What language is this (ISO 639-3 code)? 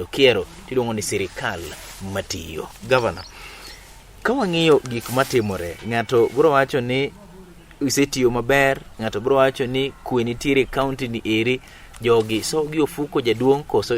luo